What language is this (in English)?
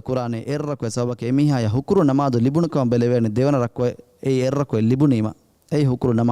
Divehi